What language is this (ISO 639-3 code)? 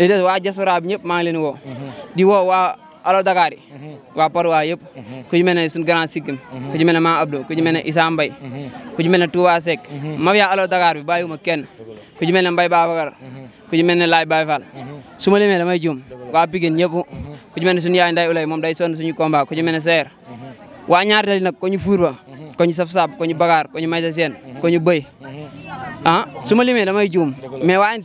wol